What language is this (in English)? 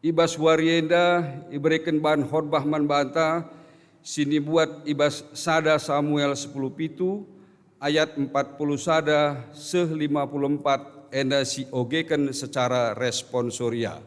Batak Karo